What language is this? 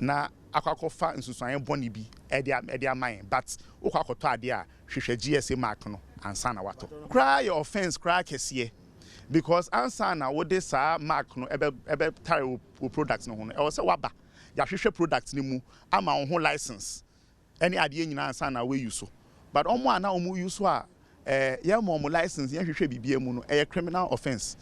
Akan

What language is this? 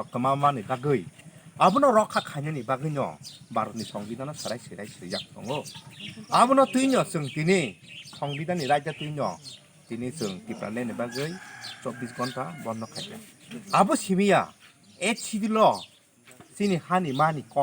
Kok Borok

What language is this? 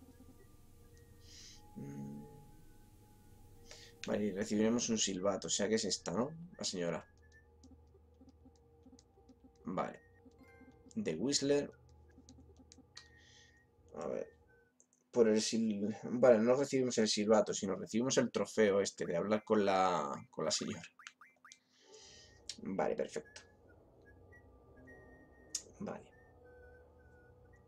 Spanish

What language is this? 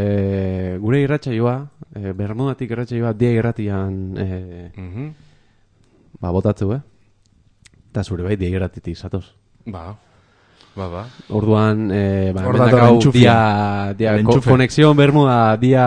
Basque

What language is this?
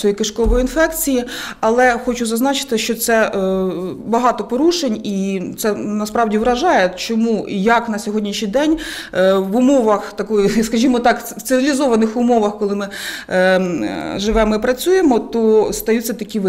Ukrainian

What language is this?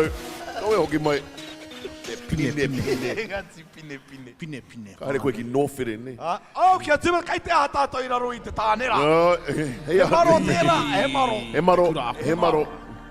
Māori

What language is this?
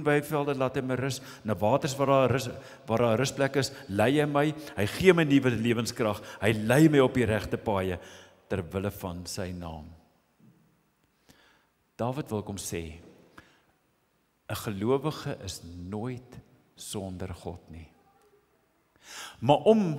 Afrikaans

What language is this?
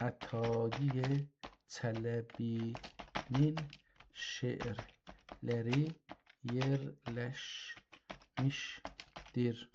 South Azerbaijani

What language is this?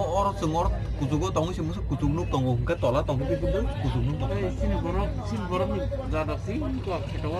Kok Borok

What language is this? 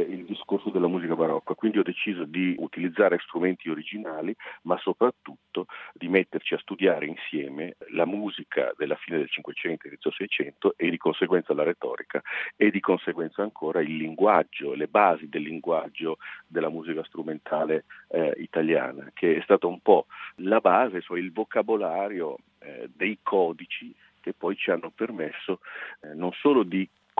Italian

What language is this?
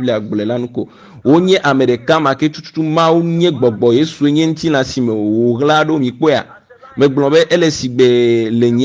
Ewe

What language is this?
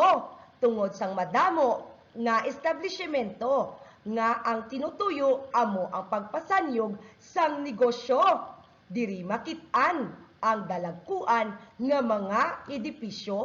Hiligaynon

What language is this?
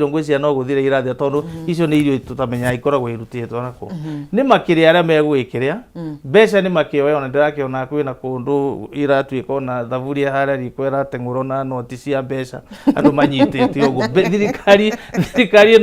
Kikuyu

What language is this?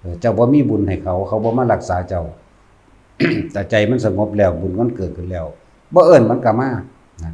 Lao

